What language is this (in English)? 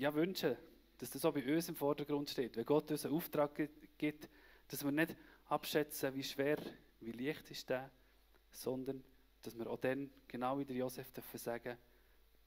Swiss German